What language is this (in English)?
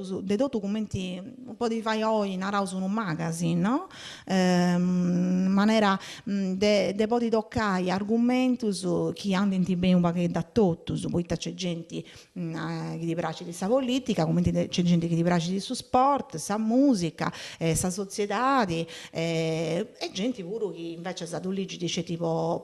Sardinian